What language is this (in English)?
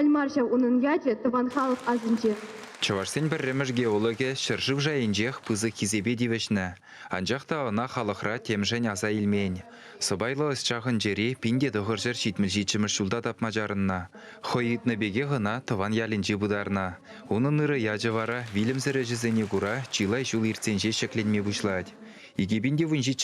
Chuvash